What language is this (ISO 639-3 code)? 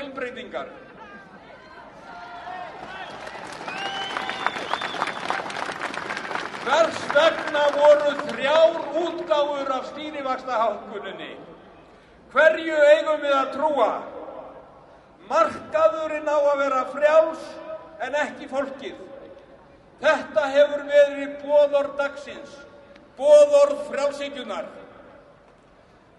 isl